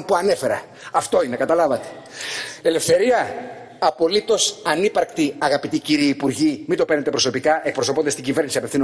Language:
Greek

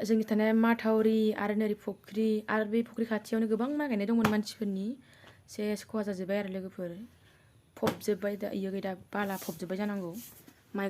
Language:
Bodo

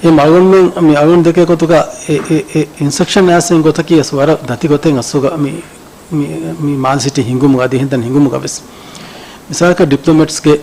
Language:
Divehi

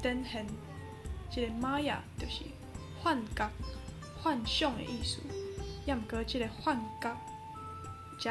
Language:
Min Nan Chinese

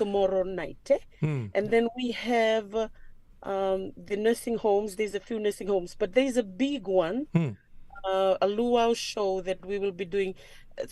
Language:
Fijian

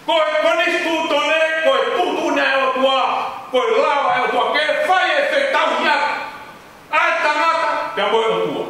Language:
Tongan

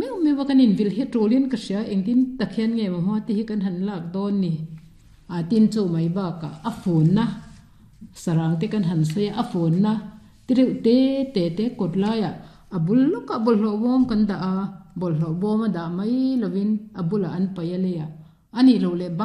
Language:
Mizo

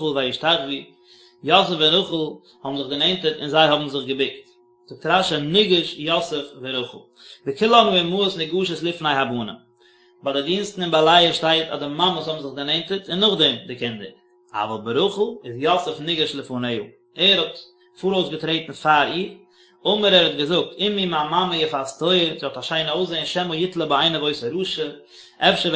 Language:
Yiddish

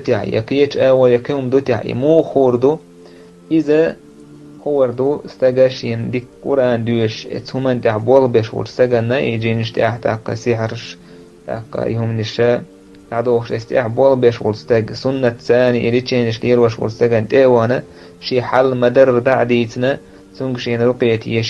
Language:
Chechen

